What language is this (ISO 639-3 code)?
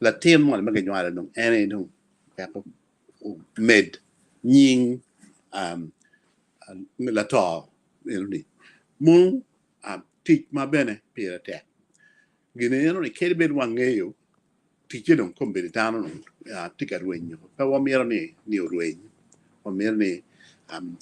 ach